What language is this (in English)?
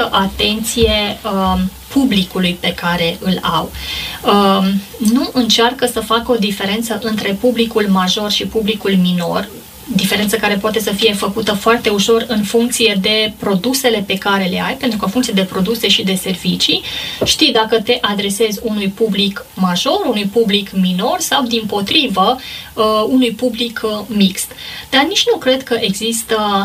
Romanian